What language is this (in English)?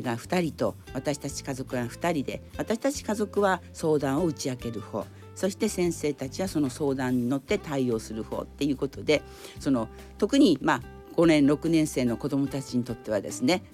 Japanese